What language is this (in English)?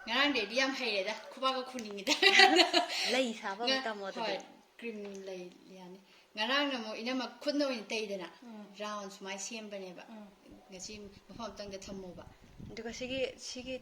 Manipuri